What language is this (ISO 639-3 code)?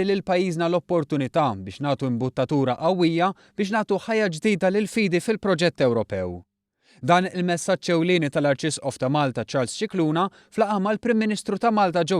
mlt